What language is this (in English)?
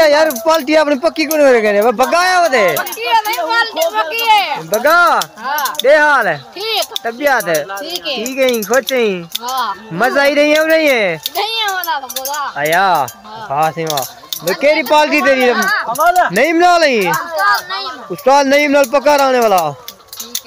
Saraiki